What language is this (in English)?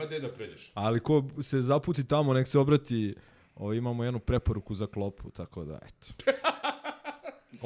Serbian